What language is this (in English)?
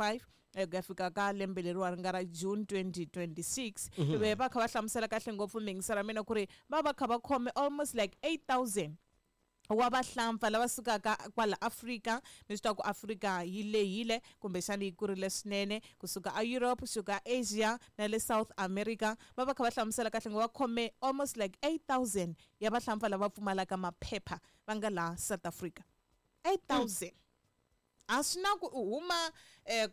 Tsonga